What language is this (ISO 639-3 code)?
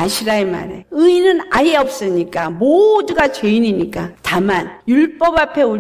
kor